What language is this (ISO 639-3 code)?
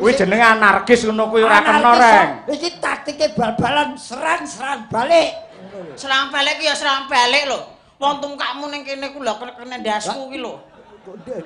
jav